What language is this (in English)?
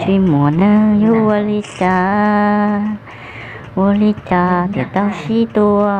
Hmong